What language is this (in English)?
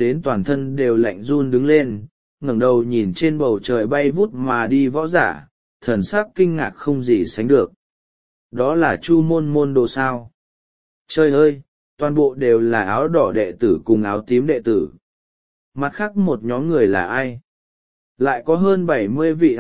Vietnamese